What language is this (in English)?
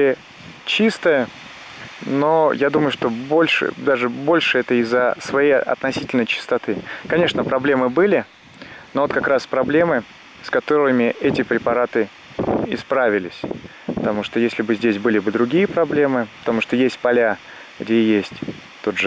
Russian